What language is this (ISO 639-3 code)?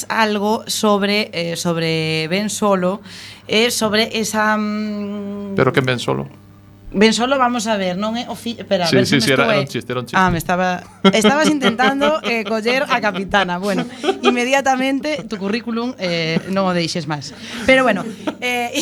glg